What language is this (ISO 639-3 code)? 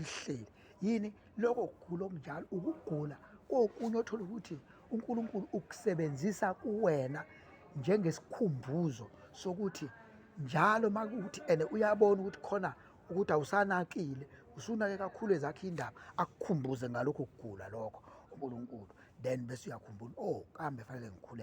zul